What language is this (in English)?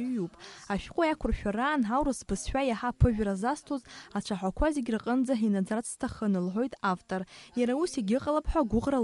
Abkhazian